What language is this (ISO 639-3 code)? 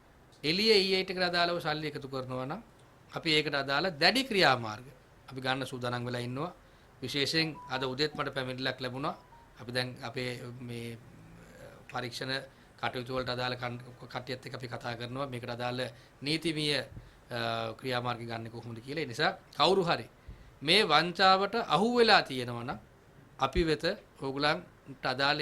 sin